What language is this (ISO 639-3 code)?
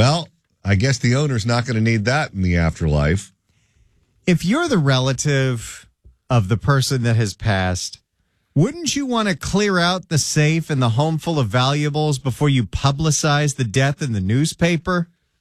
eng